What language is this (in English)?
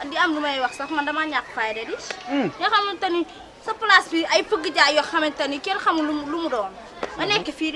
Wolof